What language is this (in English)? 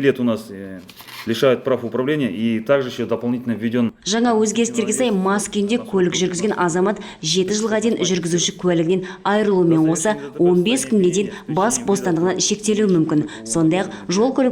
Kazakh